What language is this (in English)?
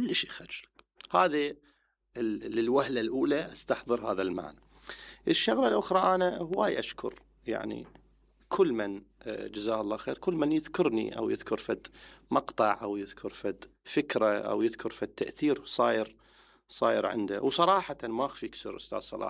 Mesopotamian Arabic